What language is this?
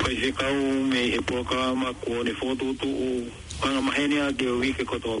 Tongan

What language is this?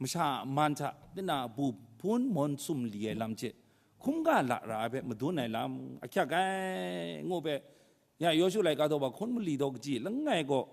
Kachin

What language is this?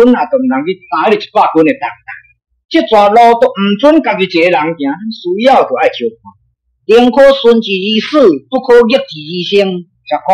Min Nan Chinese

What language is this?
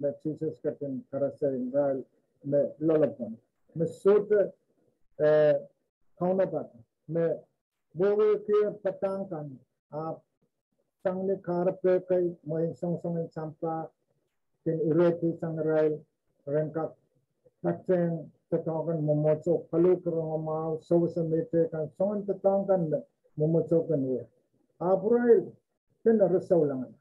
Pohnpeian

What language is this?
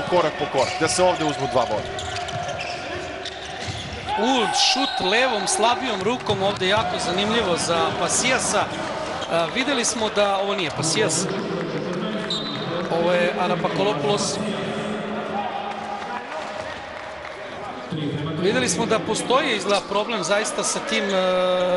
Serbian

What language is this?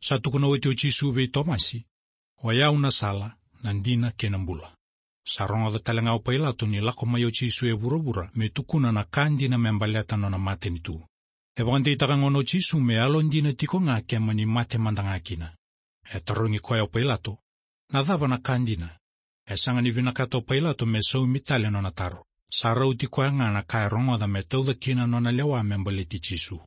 Fijian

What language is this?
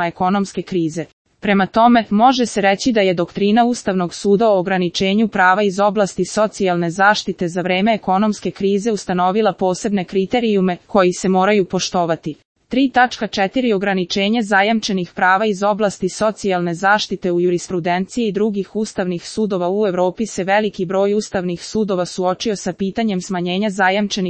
Serbian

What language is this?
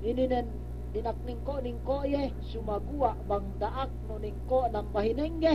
Yakan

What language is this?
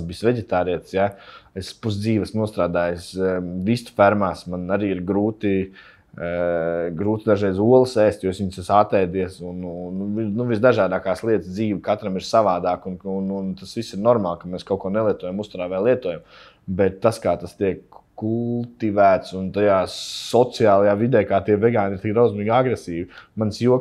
Latvian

